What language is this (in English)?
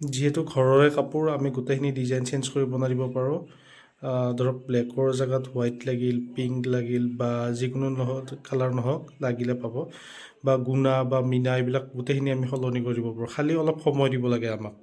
Assamese